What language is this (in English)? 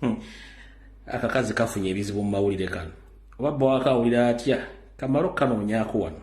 Ganda